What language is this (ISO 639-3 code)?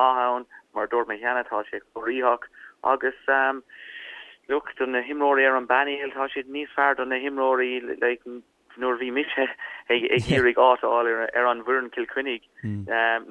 gle